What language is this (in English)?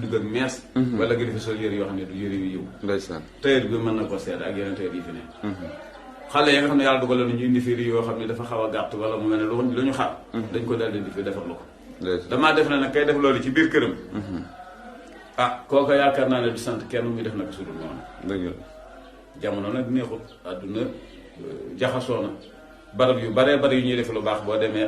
Wolof